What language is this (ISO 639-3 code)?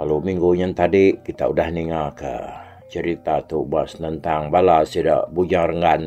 iba